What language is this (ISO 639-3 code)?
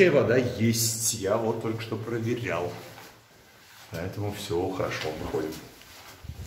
rus